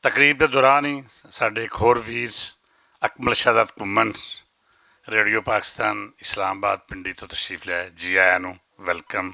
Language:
Western Panjabi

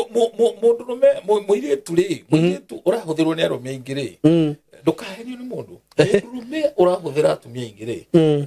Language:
Kikuyu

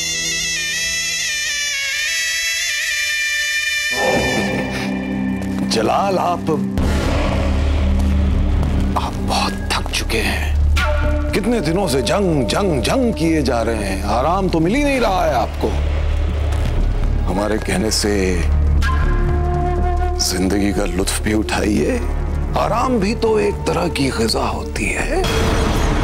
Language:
Hindi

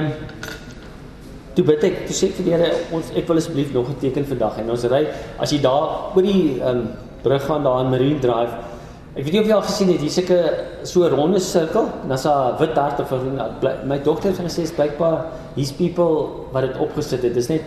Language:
Afrikaans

